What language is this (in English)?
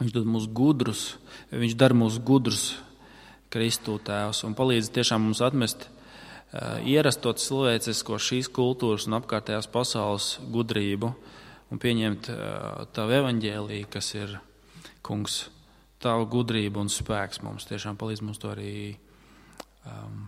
Latvian